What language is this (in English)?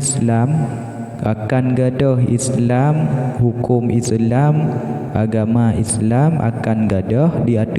Achinese